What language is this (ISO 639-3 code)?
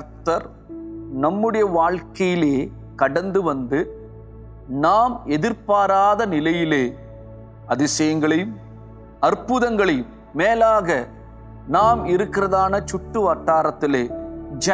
tam